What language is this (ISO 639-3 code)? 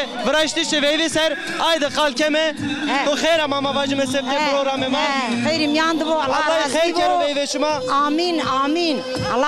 zza